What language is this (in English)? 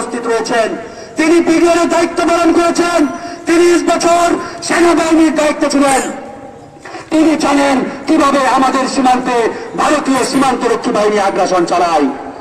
Bangla